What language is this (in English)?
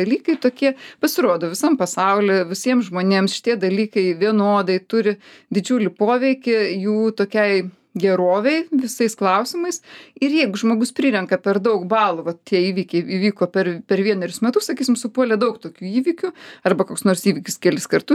Lithuanian